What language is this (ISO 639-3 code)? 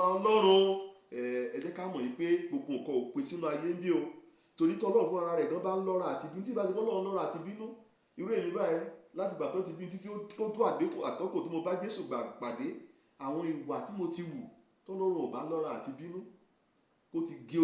yor